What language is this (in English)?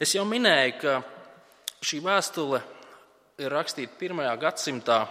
Latvian